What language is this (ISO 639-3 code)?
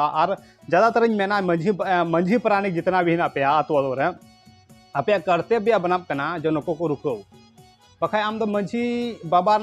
sat